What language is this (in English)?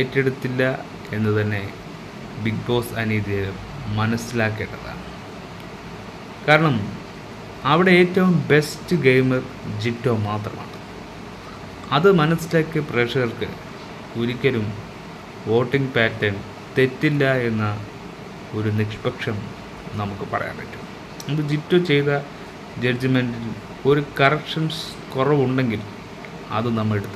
Malayalam